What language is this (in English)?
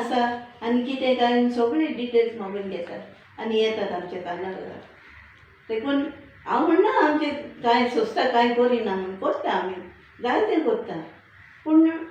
Konkani